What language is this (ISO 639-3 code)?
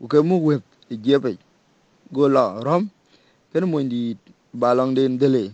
din